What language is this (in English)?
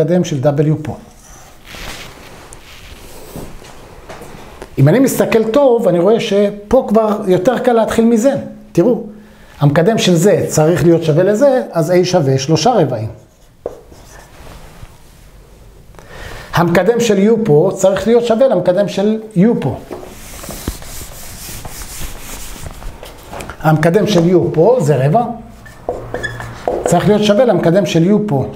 Hebrew